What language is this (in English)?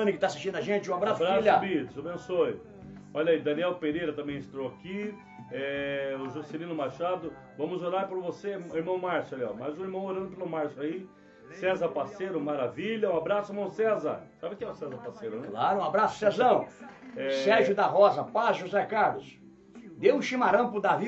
Portuguese